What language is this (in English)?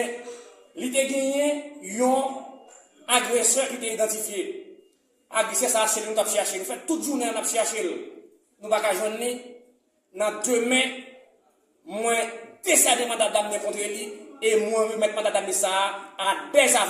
Haitian Creole